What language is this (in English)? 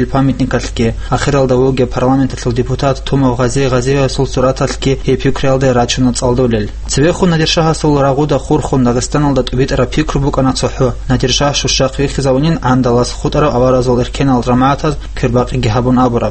Avaric